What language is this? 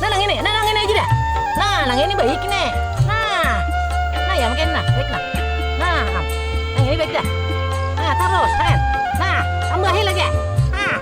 Banjar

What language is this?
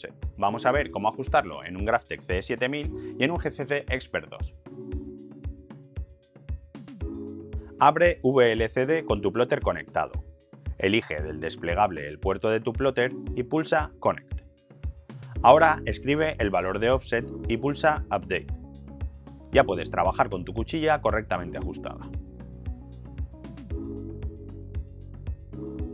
Spanish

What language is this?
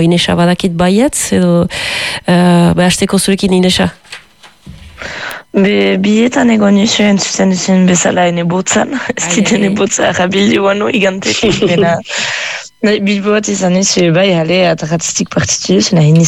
Basque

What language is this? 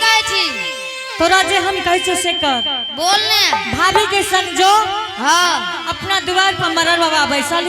Angika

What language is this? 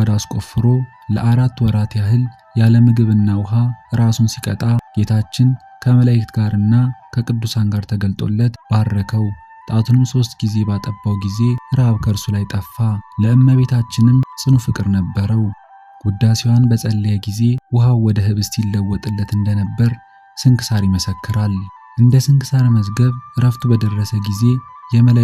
Amharic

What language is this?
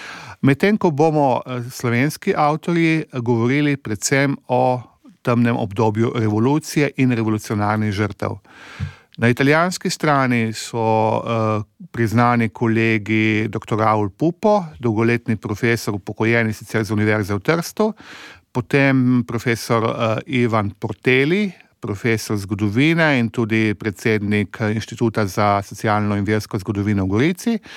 Slovenian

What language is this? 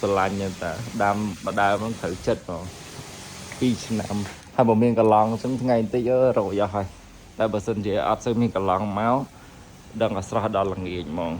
Khmer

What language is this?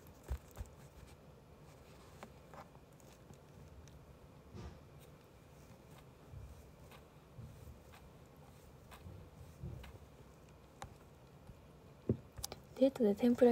Japanese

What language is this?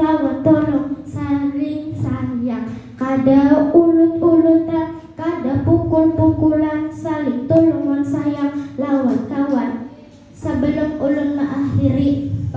Banjar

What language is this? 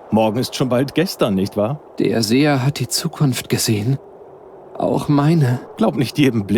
Bavarian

